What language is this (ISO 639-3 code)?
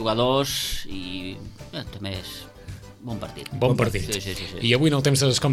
cat